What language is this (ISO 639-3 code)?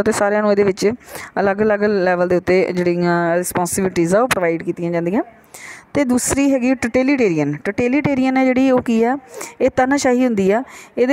pan